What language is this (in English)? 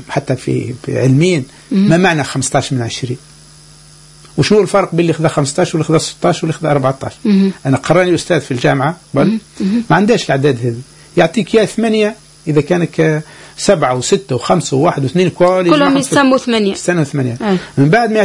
Tunisian Arabic